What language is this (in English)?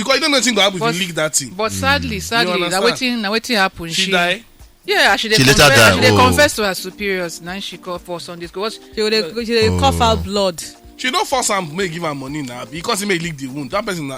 Nigerian Pidgin